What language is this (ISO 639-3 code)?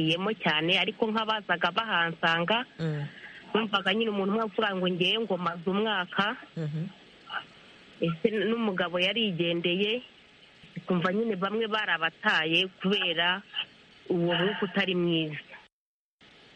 kin